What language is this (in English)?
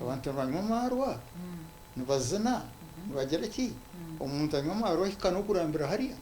Nyankole